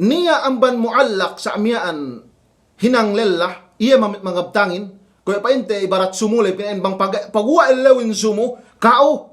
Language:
Yakan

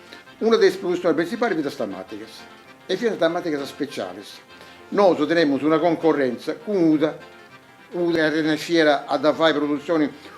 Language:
Sardinian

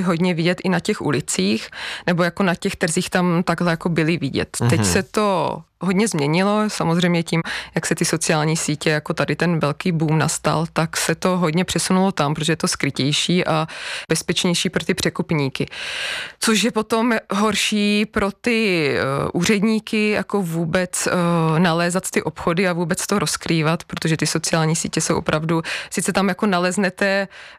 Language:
Czech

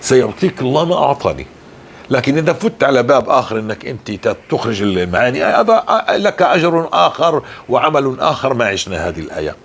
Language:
North Levantine Arabic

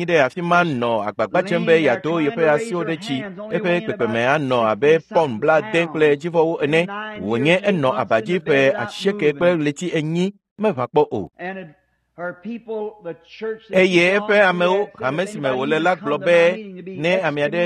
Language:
Ewe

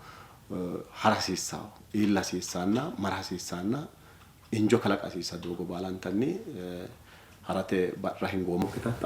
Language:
Sidamo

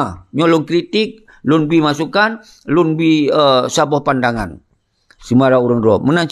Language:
Achinese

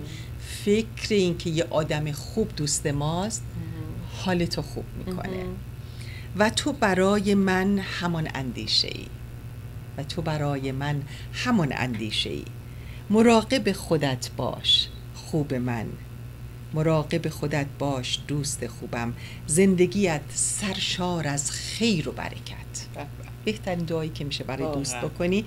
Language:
Persian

